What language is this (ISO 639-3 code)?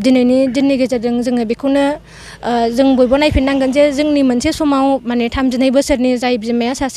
brx